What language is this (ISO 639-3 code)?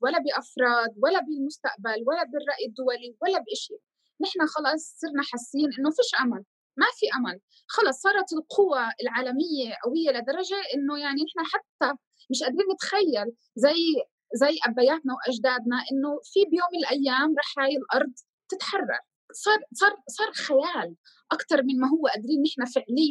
apc